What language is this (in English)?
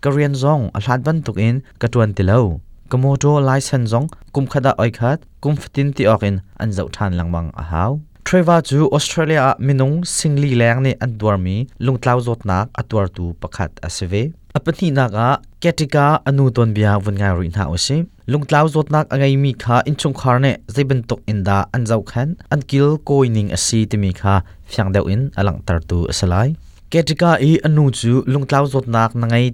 Hakha Chin